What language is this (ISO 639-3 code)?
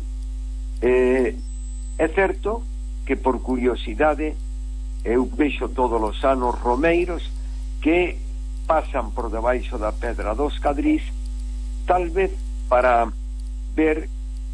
glg